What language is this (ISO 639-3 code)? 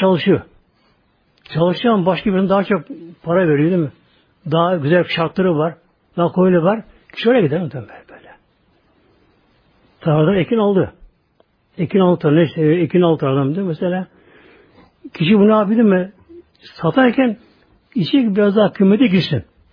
tur